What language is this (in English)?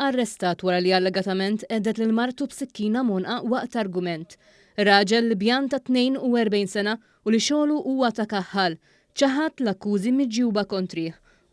Maltese